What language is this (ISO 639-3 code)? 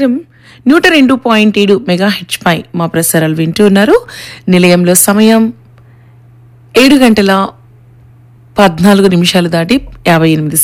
tel